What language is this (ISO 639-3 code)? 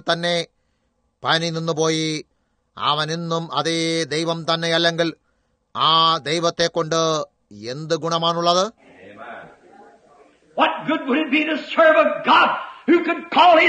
mal